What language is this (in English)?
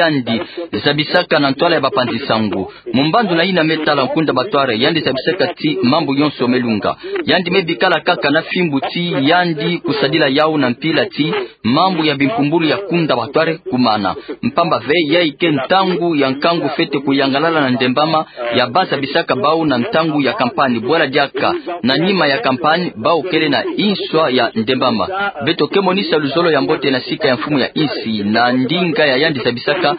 Kituba (Democratic Republic of Congo)